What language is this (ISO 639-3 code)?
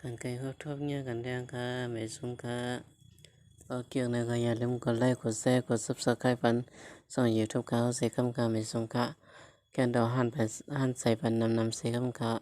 shn